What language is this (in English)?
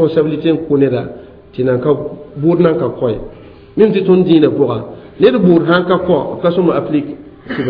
Mossi